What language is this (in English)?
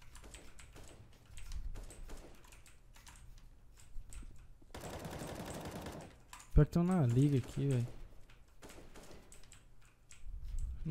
Portuguese